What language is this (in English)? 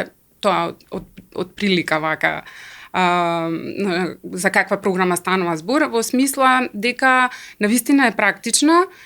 Macedonian